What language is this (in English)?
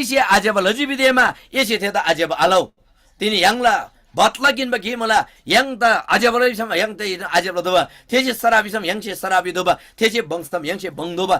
Eastern Tamang